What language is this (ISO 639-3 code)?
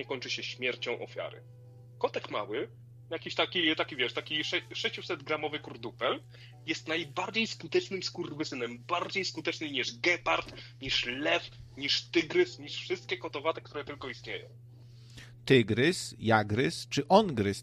pol